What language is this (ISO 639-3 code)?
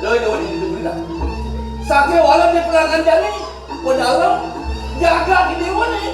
ban